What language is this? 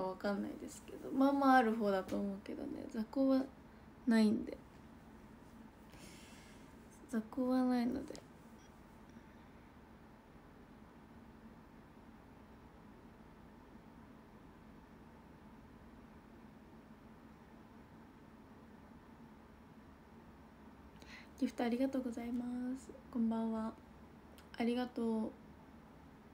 Japanese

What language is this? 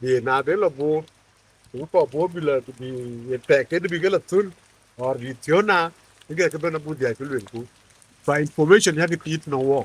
Dinka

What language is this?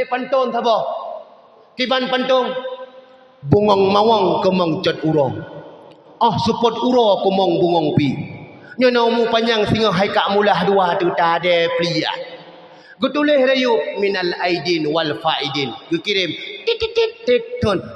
Achinese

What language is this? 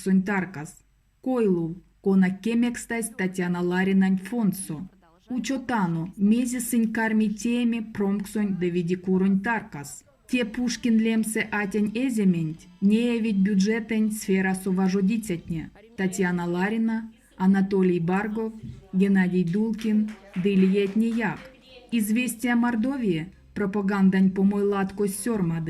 Erzya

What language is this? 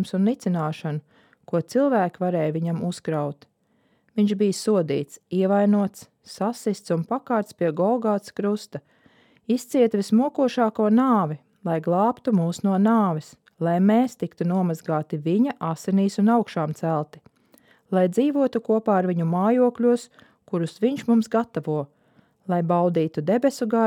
Latvian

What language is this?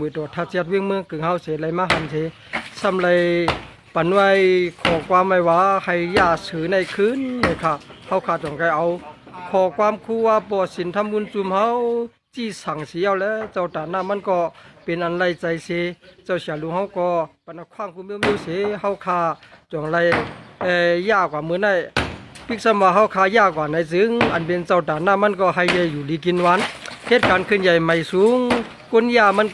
Shan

